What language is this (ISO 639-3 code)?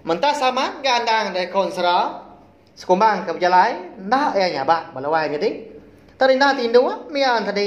iba